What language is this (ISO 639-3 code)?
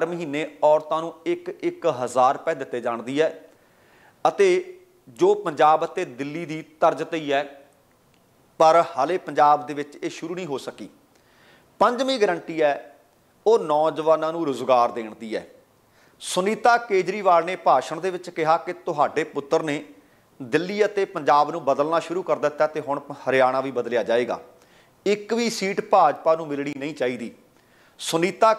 pan